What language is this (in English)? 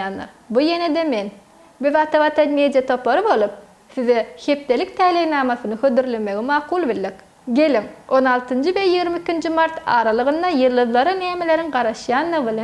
Turkmen